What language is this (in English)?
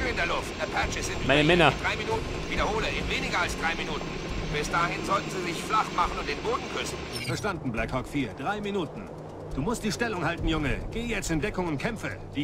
Bavarian